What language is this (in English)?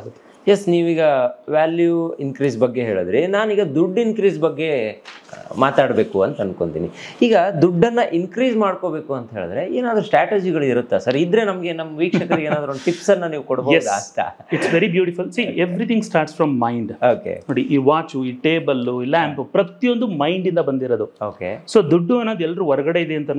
Kannada